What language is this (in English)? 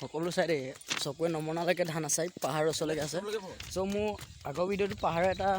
Assamese